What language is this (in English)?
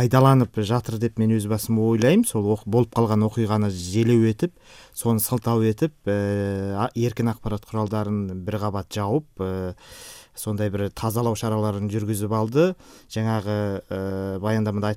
Kyrgyz